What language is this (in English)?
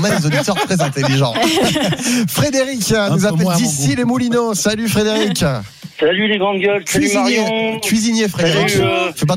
French